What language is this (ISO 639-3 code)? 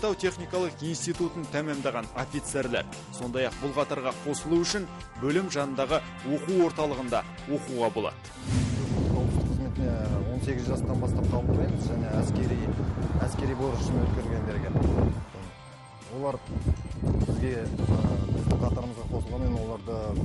kaz